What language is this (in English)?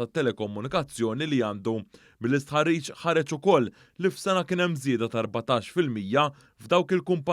Maltese